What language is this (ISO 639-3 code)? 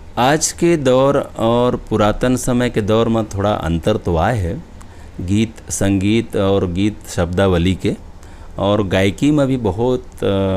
hne